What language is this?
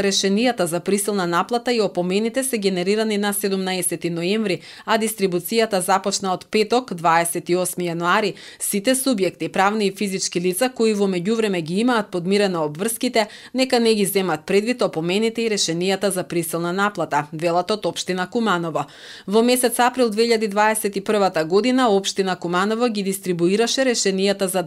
Macedonian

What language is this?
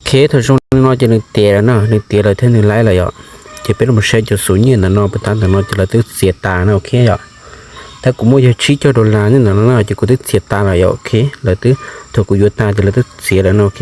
Hmong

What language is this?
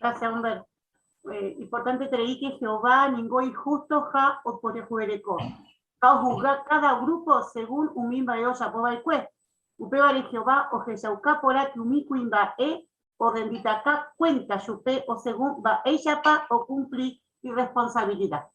Guarani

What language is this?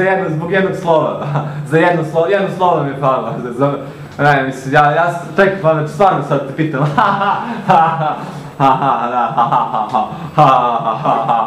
Serbian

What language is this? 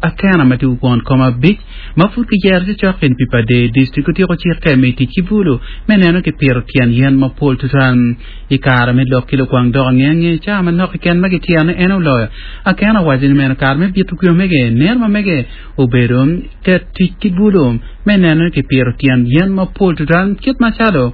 Acoli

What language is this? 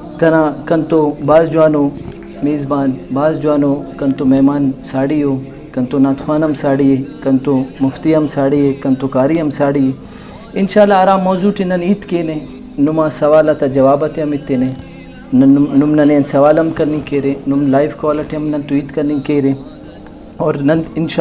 Brahui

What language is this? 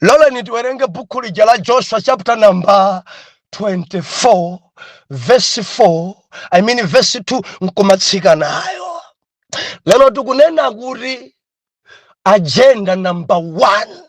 Nyanja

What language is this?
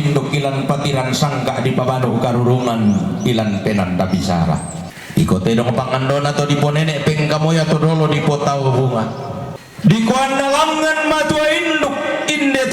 Toraja-Sa'dan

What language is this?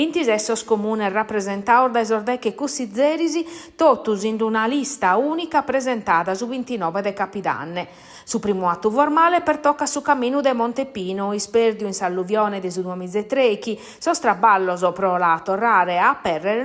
Sardinian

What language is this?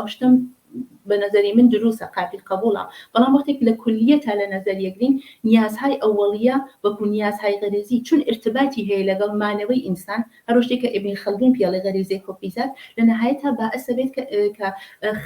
Central Kurdish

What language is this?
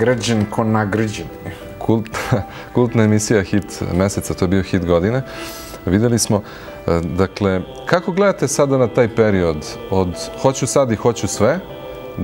Serbian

